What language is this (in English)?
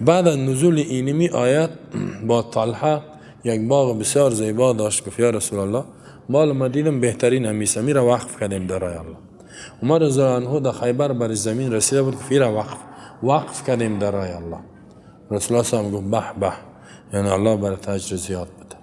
Persian